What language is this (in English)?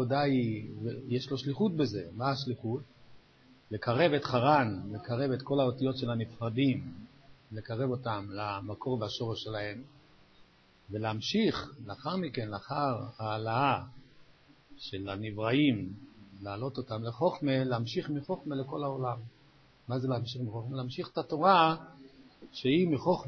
Hebrew